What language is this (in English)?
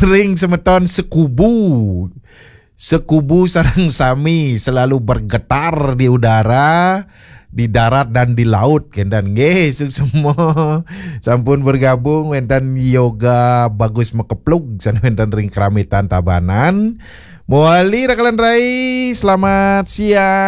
Balinese